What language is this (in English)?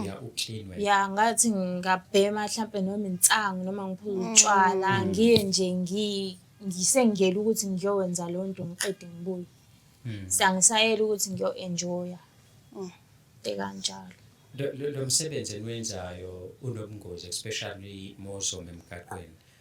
Zulu